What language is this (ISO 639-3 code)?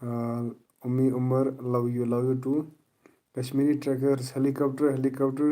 kas